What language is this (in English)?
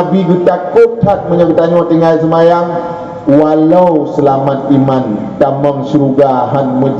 Achinese